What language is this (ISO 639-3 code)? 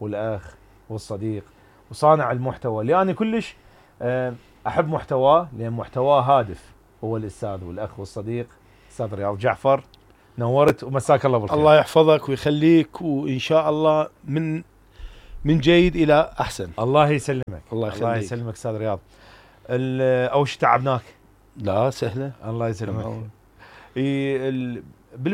acm